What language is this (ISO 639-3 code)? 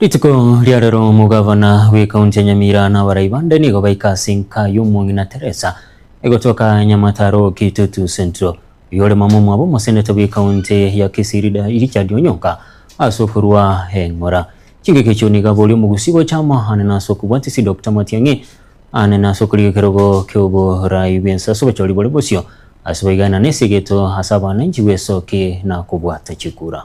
guz